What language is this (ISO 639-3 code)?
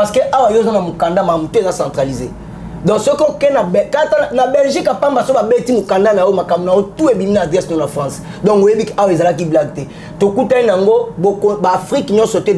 lin